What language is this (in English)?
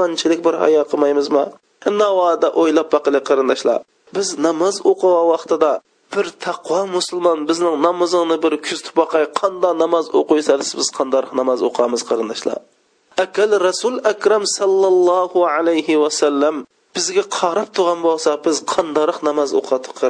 Uyghur